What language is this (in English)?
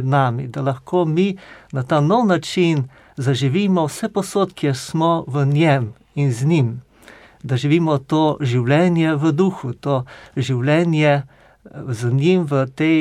Slovenian